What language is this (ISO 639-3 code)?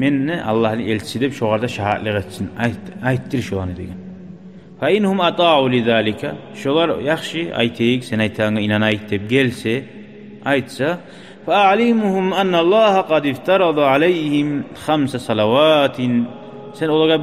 kum